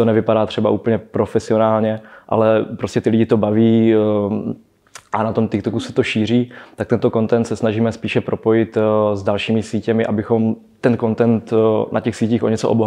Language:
Czech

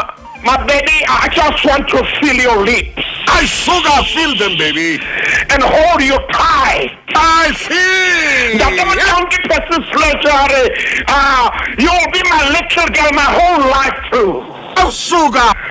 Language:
Southern Sotho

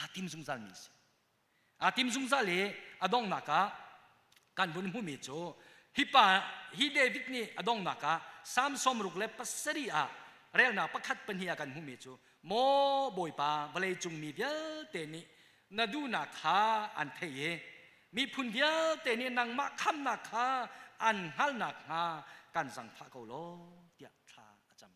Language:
Hakha Chin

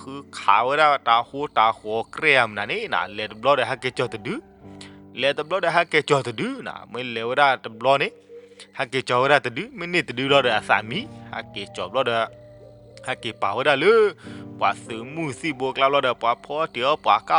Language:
S'gaw Karen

